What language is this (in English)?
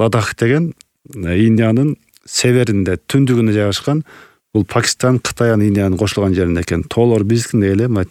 Kyrgyz